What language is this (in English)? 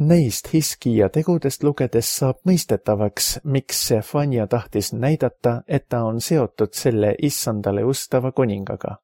Estonian